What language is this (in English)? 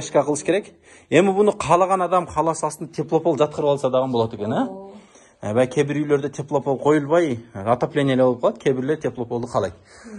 Kyrgyz